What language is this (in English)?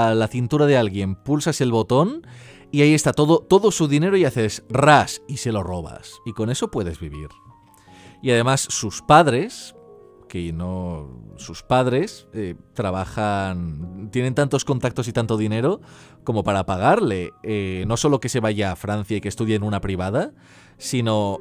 Spanish